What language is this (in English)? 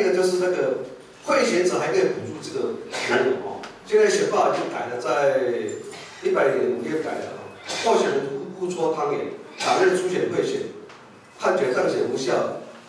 Chinese